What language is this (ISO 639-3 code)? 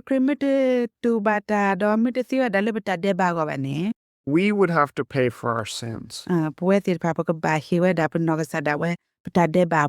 ksw